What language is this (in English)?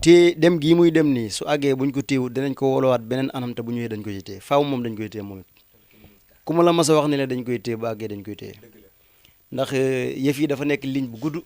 Wolof